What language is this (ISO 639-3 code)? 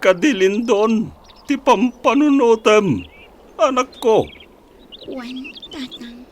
ilo